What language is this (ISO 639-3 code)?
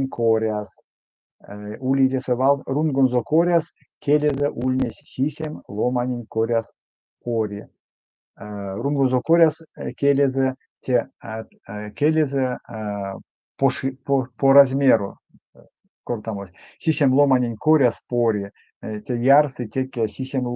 myv